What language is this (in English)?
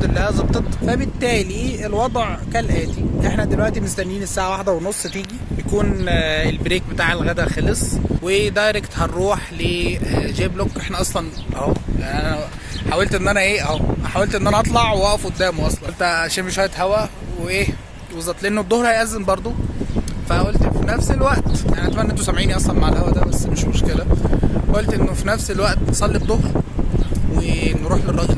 Egyptian Arabic